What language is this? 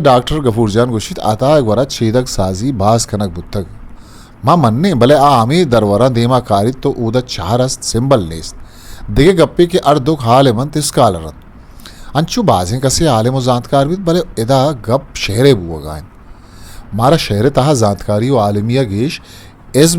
Eastern Balochi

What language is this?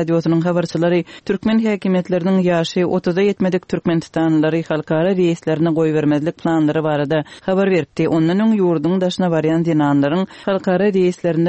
Turkmen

